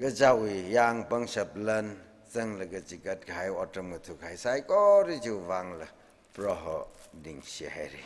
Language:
Tangkhul Naga (India)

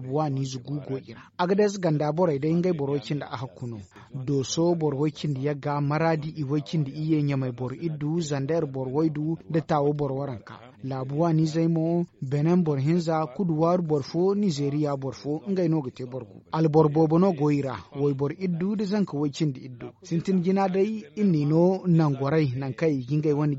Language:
Zarma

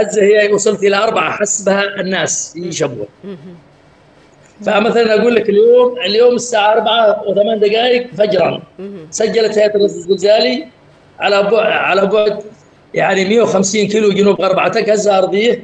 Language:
Arabic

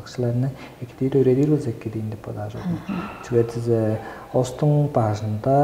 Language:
Tuvinian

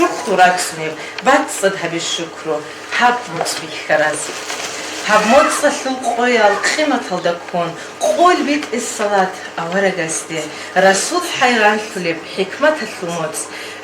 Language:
Avaric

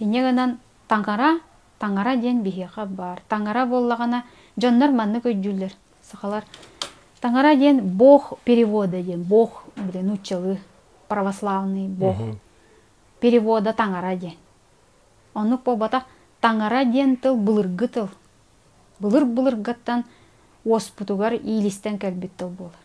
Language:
Yakut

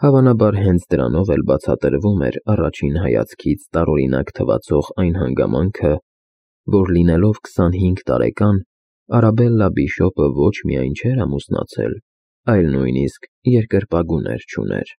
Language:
Armenian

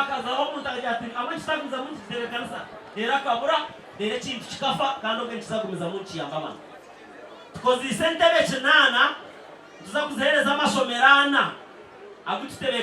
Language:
Nyankole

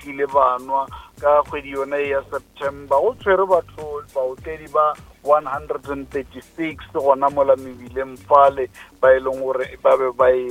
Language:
Northern Sotho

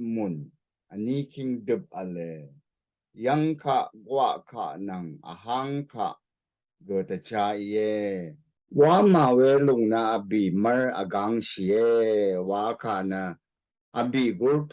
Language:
Rawang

